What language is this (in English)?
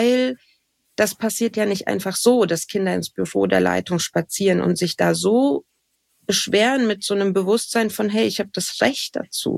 German